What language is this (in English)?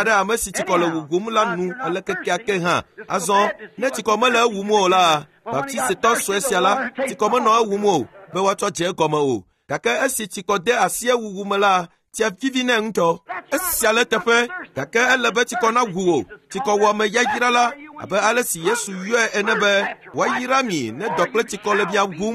Ewe